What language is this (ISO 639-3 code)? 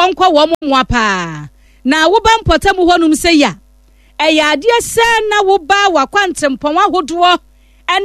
aka